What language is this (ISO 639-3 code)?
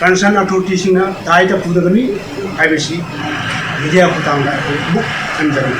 mni